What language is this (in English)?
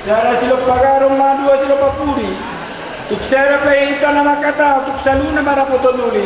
Batak Toba